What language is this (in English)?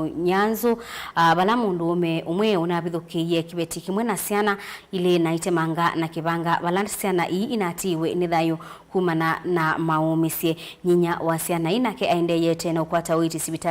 Kamba